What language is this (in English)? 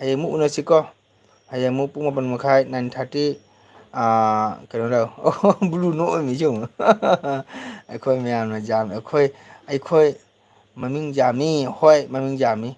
Manipuri